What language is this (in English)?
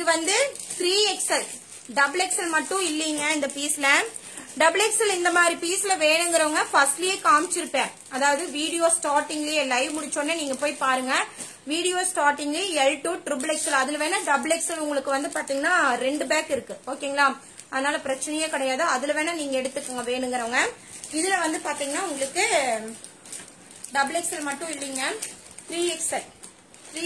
Tamil